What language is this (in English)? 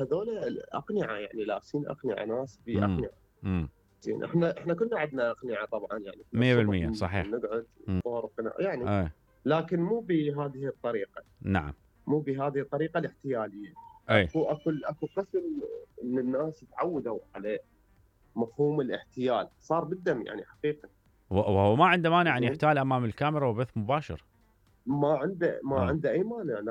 Mesopotamian Arabic